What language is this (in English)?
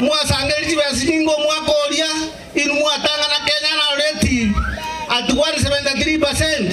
Gusii